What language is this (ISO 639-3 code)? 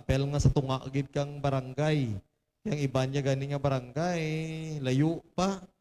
hil